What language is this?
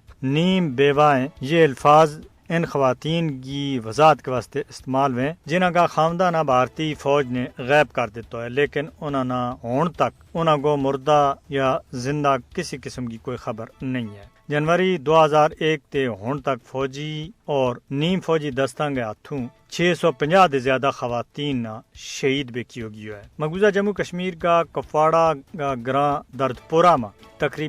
Gujari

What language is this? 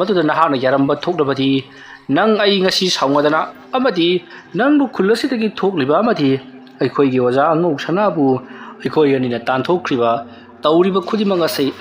Manipuri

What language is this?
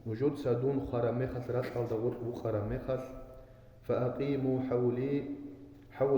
Avaric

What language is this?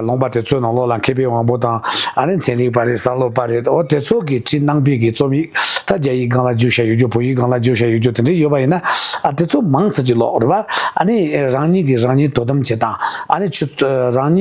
Tibetan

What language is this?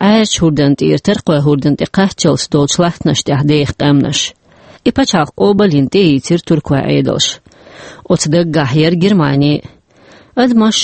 Chechen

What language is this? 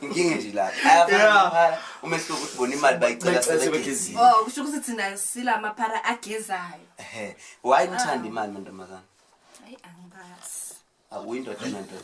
Zulu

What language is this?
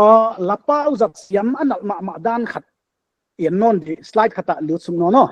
Paite Chin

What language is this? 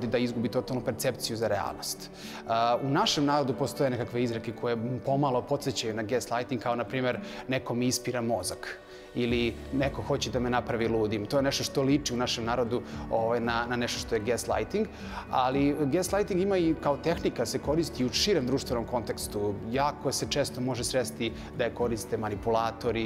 Serbian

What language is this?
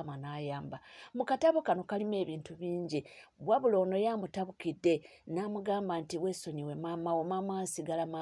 Ganda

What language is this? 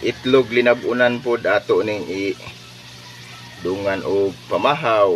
Cebuano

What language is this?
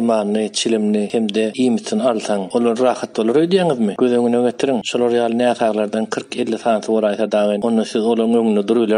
Turkmen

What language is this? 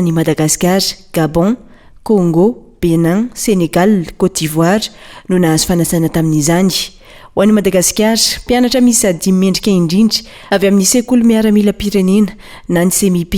Malagasy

